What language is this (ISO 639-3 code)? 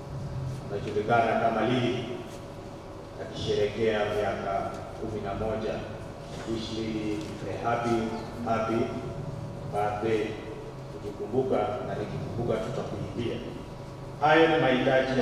swa